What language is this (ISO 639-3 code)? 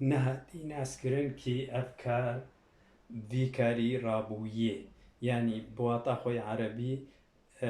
kur